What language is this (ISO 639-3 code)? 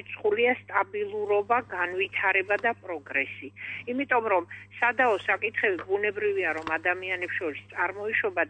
kat